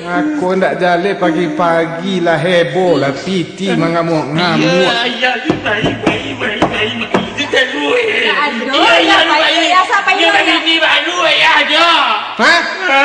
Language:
Minangkabau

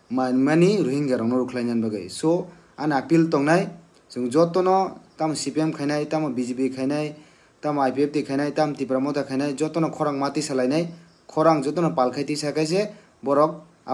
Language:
Kok Borok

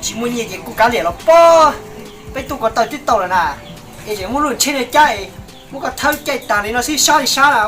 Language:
Hmong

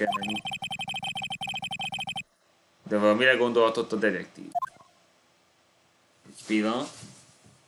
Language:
Hungarian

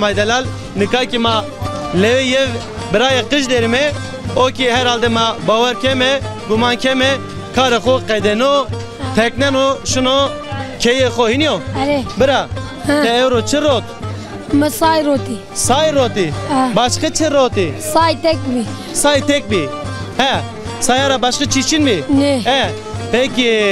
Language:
Zaza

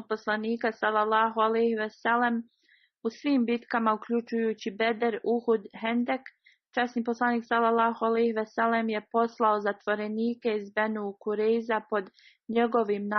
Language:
Bosnian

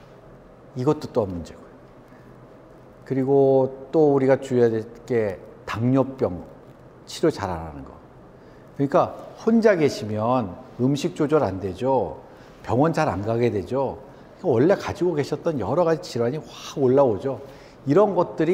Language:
Korean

